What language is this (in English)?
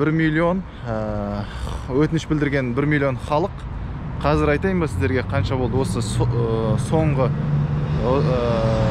Kazakh